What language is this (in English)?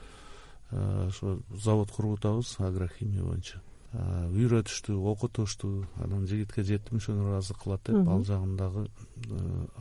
Kyrgyz